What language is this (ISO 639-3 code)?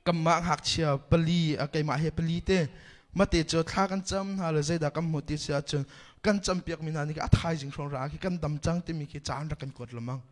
cnh